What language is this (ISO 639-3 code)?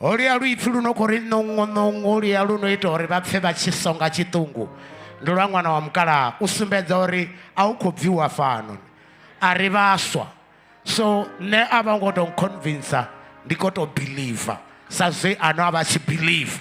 ven